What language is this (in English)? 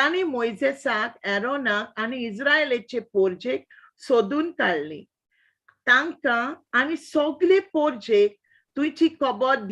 Konkani